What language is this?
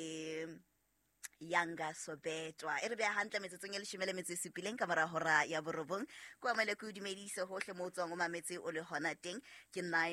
Southern Sotho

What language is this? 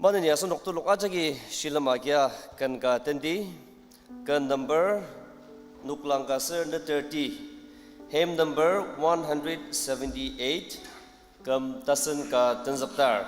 Ao Naga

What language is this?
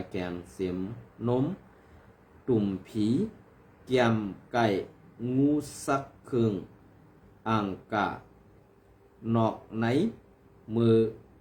Shan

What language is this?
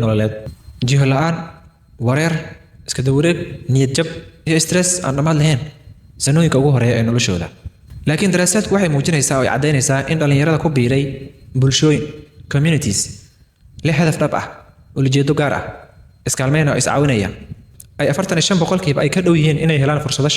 Somali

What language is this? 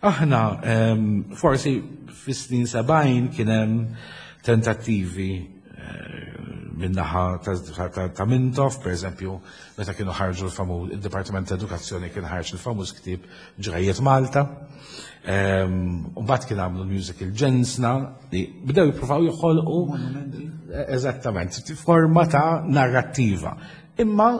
Maltese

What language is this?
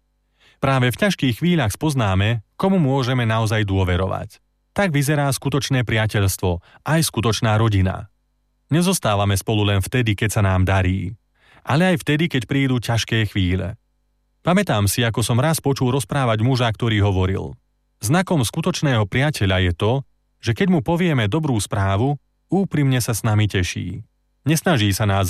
Slovak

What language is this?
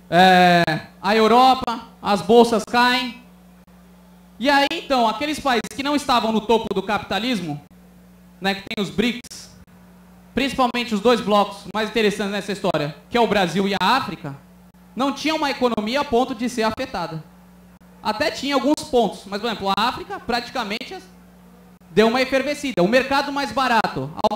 Portuguese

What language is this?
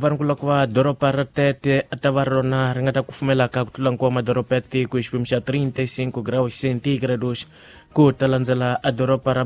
Tsonga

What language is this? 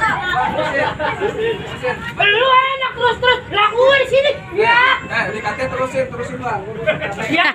Betawi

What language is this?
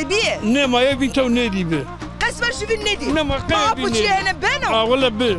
Zaza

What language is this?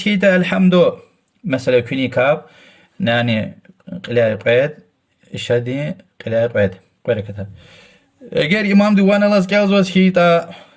Lezghian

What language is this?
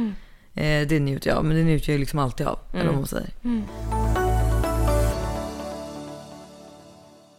Swedish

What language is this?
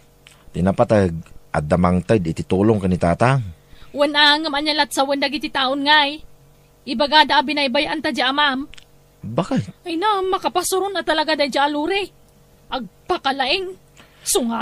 Iloko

